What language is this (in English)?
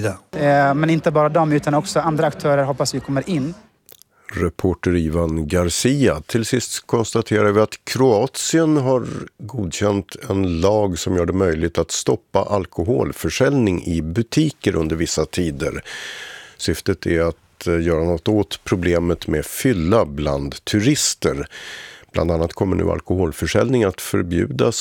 Swedish